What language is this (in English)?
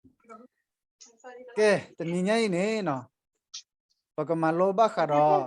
S'gaw Karen